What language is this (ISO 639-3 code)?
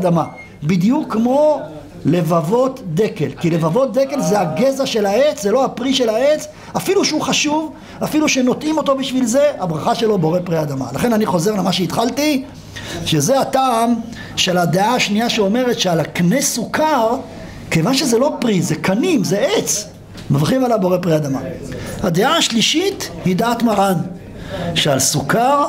heb